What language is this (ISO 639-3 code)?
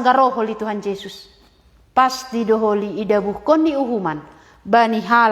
bts